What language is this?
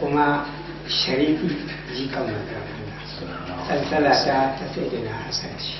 Hausa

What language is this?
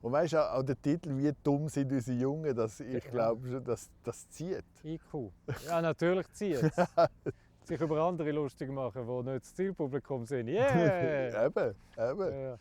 Romansh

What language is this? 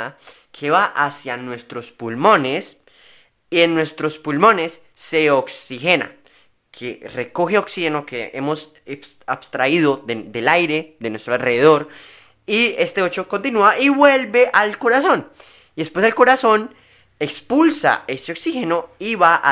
Spanish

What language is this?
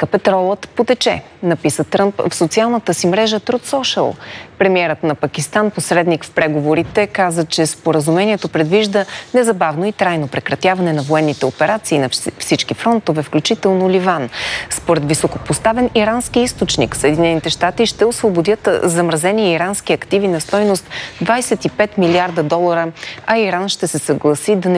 Bulgarian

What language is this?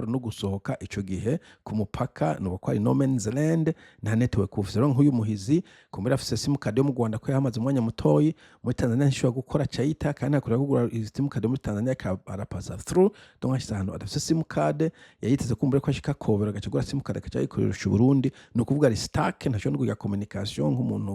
Rundi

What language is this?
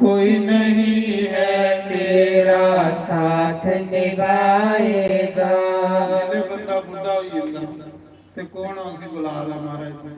Dogri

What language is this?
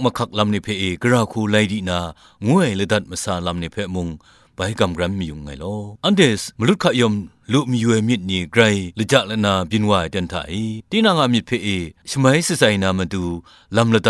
Kachin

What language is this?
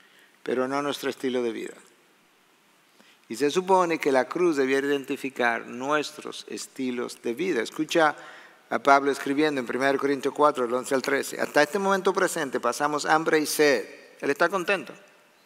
Spanish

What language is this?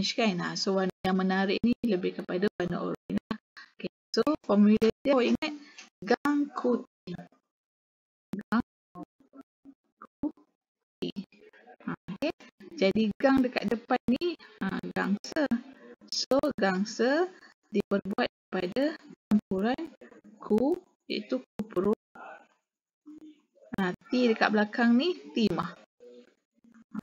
Malay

